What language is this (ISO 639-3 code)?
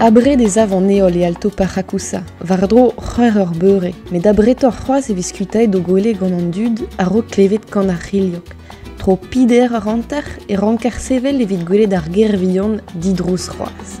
bre